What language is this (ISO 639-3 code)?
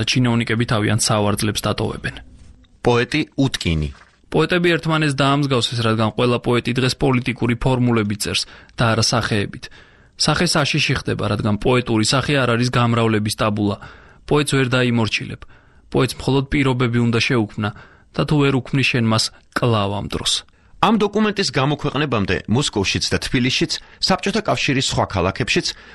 kat